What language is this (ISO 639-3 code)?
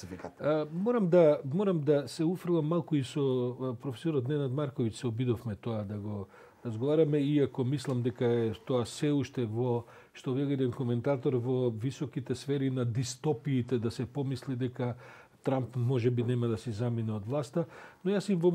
mkd